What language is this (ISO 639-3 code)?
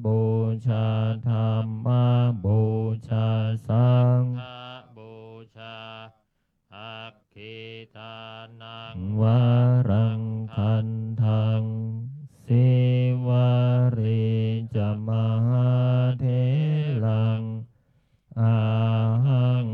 pli